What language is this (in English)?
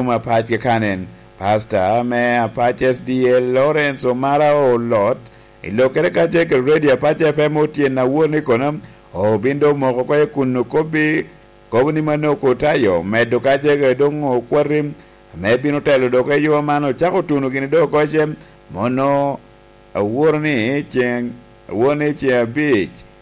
Lango (Uganda)